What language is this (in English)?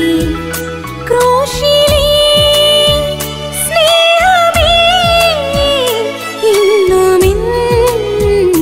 Malayalam